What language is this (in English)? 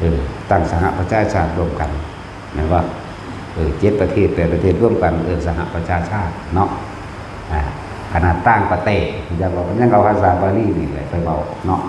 Northeastern Thai